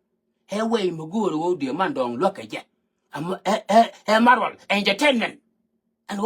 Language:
Nuer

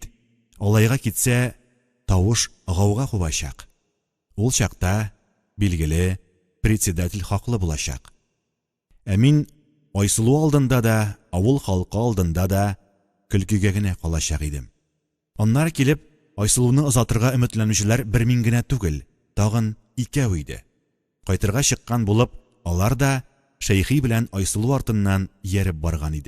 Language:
Tatar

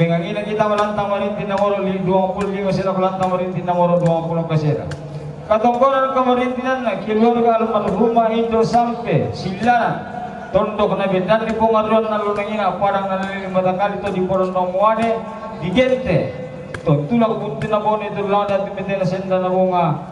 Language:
Toraja-Sa'dan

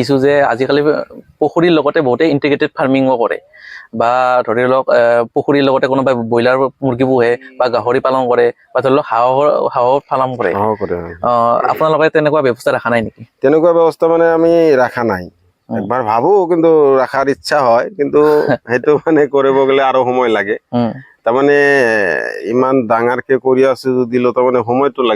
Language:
Assamese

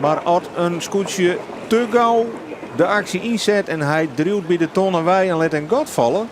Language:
Western Frisian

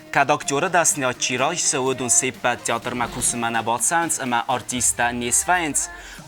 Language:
Ossetic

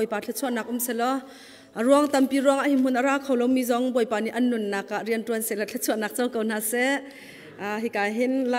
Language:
Hakha Chin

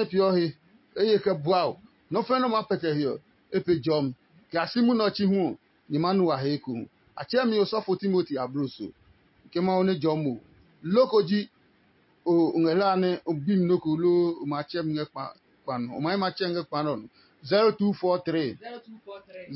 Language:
Adangme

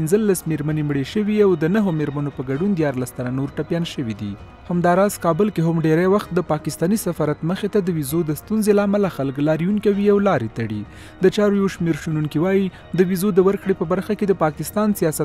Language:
Pashto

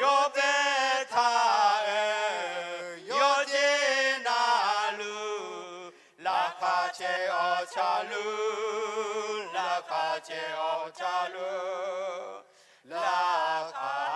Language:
Akha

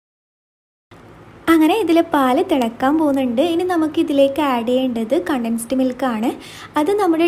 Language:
Malayalam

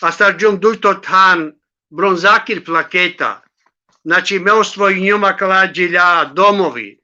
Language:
Balkan Romani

